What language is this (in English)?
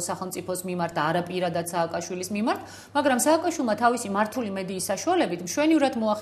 Georgian